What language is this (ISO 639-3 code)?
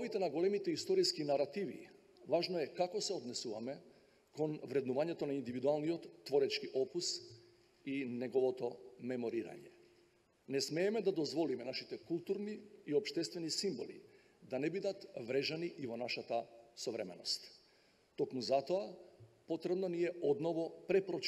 mkd